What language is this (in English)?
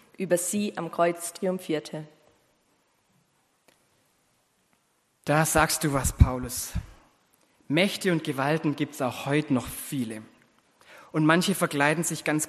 German